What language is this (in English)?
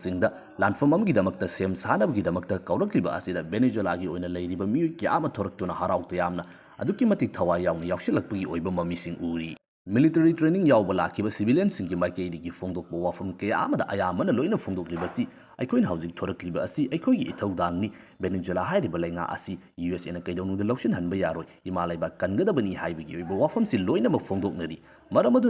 Manipuri